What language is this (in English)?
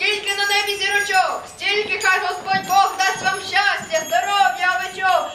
Ukrainian